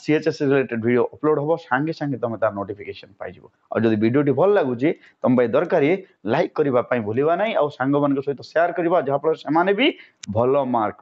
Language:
Odia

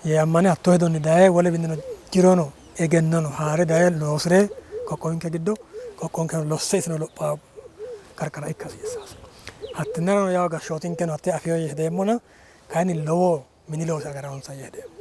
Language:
Sidamo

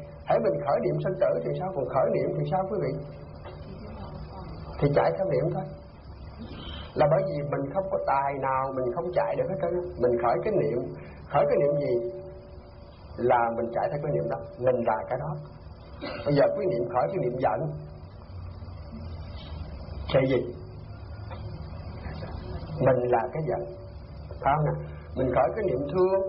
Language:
Vietnamese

